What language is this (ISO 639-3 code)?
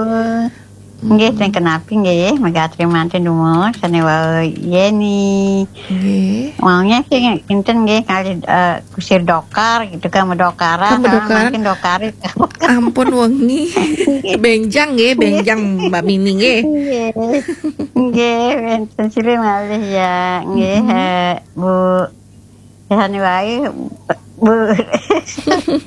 ban